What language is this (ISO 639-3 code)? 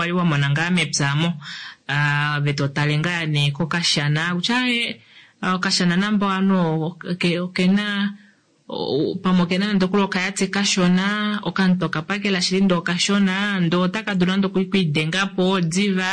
kua